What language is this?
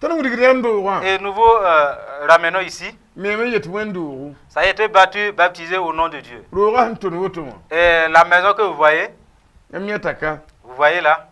Mossi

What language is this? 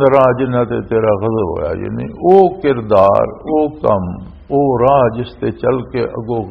Western Panjabi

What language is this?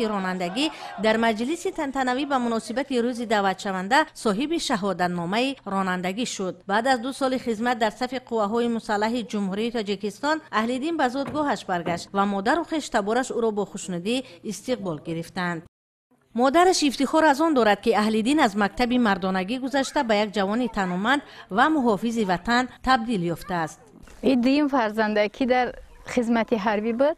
Tajik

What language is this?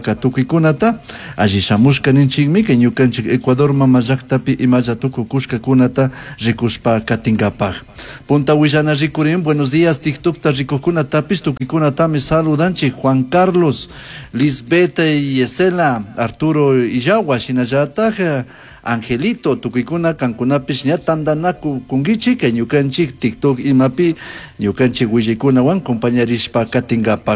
Chimborazo Highland Quichua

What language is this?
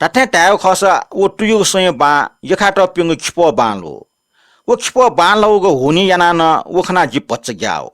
Newari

